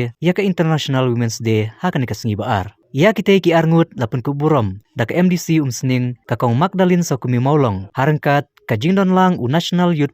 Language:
Khasi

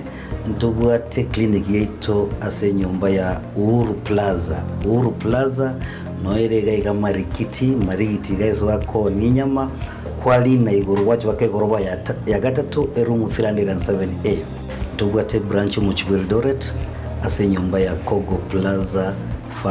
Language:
Gusii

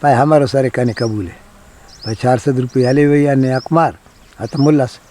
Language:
Brahui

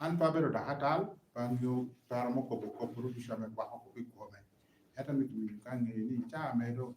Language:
Lango (Uganda)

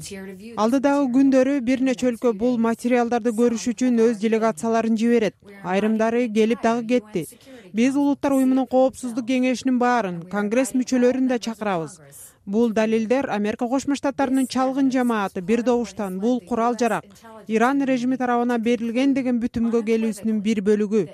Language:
Kyrgyz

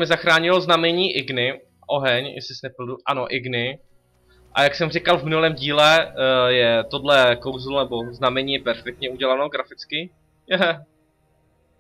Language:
Czech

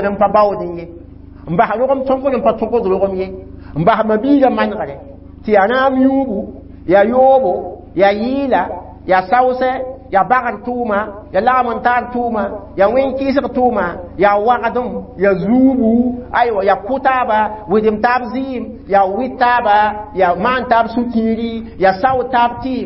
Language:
Mossi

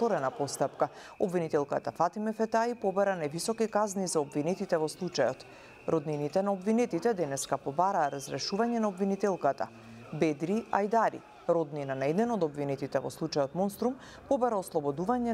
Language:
Macedonian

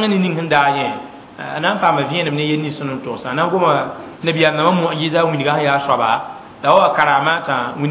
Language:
Mossi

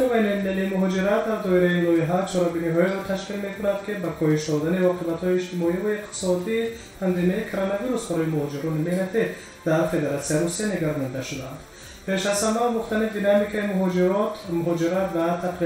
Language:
Tajik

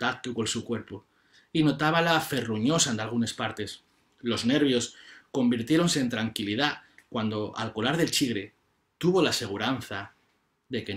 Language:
Asturian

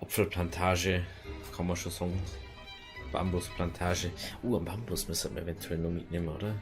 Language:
Bavarian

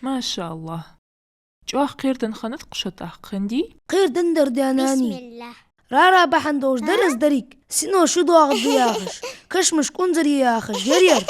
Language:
Ingush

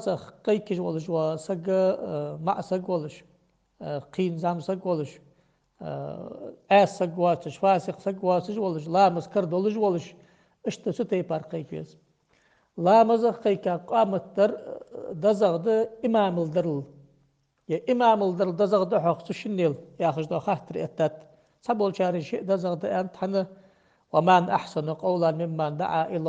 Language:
Ingush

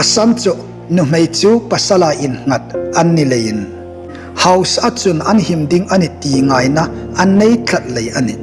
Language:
Hmar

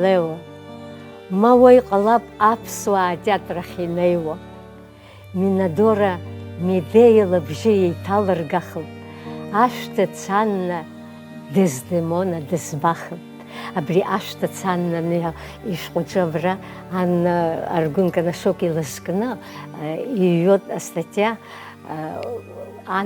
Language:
Abkhazian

